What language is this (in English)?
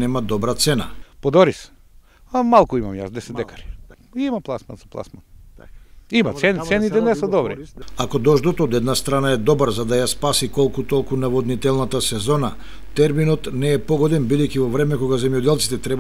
Macedonian